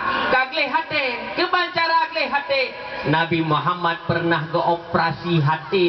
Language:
Achinese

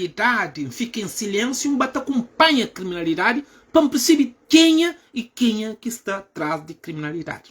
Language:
Kabuverdianu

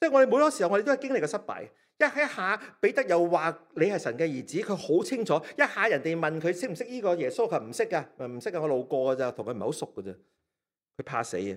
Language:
Cantonese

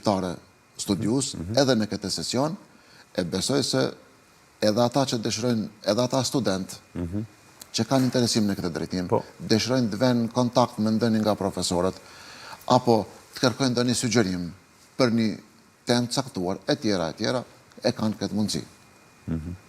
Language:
Albanian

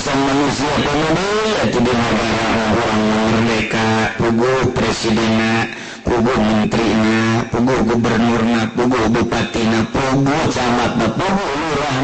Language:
Sundanese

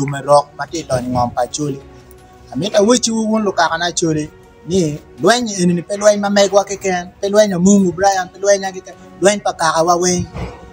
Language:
Acoli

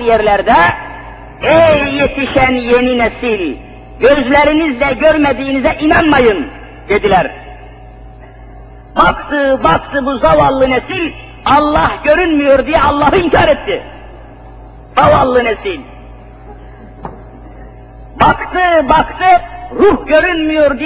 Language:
Turkish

